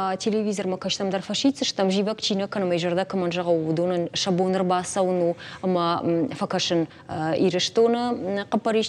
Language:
Ossetic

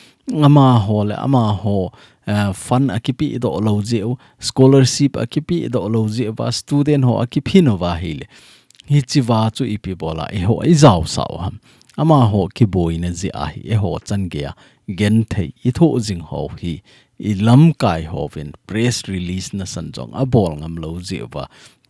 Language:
Thado Chin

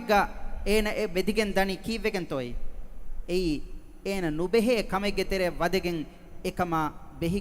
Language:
Divehi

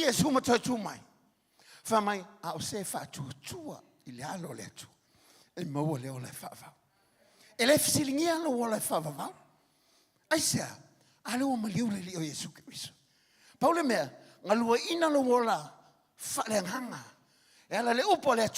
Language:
Samoan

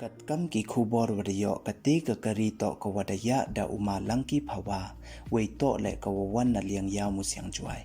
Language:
Pnar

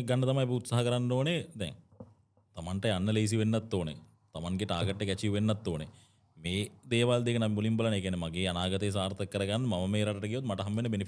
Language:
Sinhala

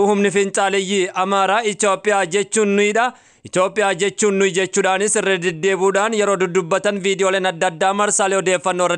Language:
Oromo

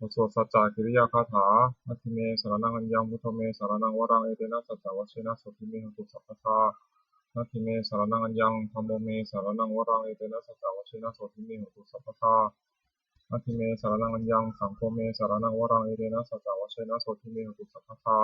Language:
Pali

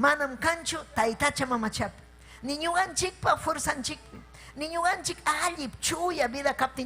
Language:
Ayacucho Quechua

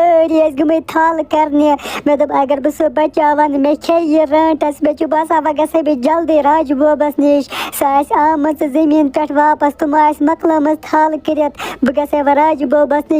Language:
Kashmiri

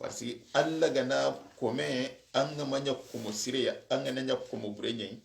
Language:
Soninke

